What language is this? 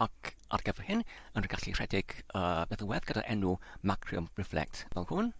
Welsh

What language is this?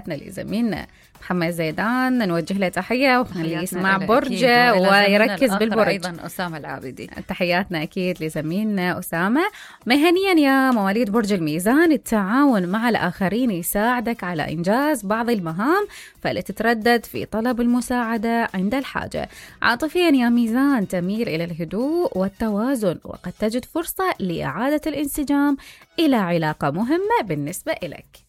Mesopotamian Arabic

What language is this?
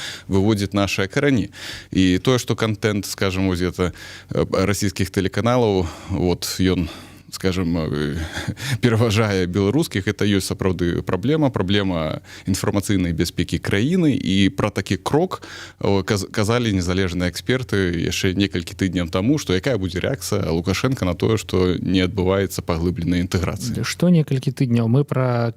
Belarusian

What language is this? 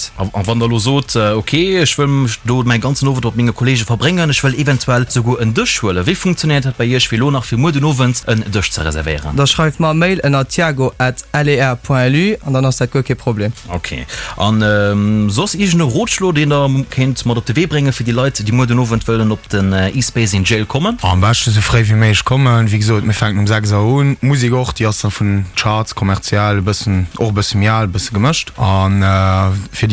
Luxembourgish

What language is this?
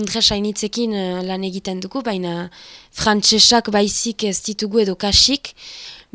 Basque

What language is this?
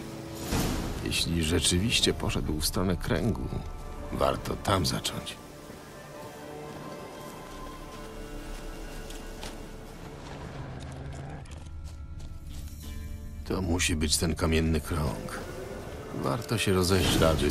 Polish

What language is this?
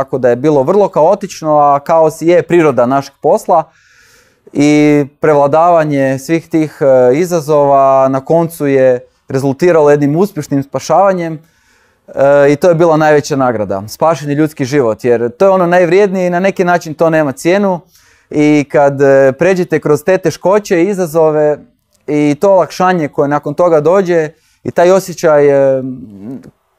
Croatian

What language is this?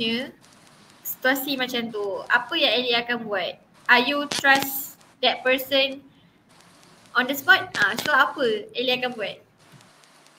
Malay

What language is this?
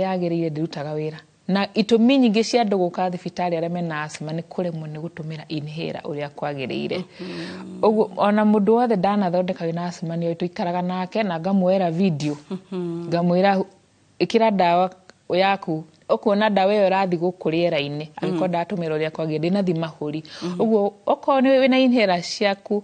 Kikuyu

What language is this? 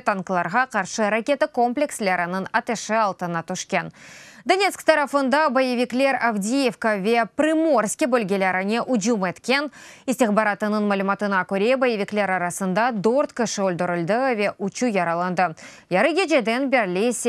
Crimean Tatar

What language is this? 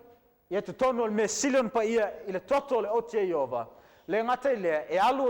Samoan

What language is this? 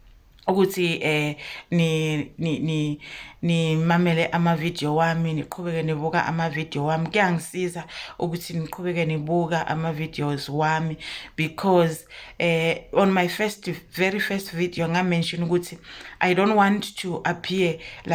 Zulu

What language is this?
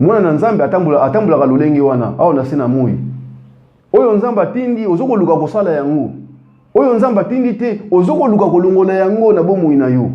Lingala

